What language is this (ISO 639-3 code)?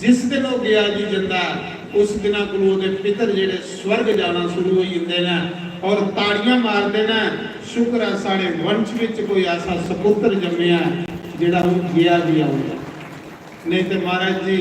doi